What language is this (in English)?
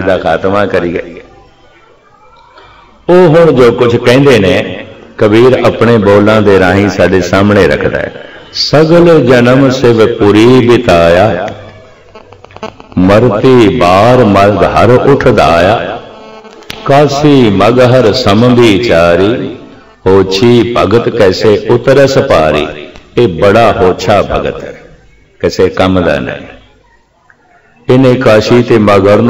Punjabi